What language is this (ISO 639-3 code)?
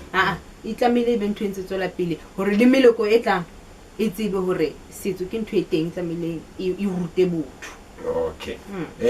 sot